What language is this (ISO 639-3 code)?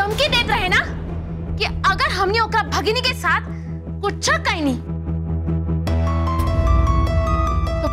bho